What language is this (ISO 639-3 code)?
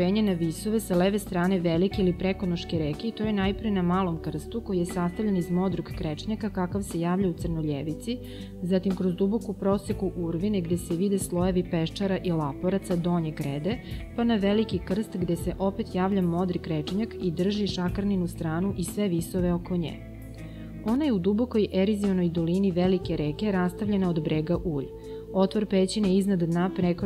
srp